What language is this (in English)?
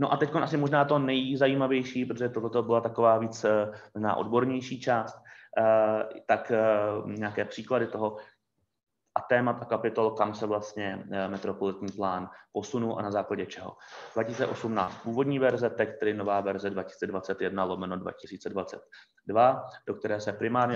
Czech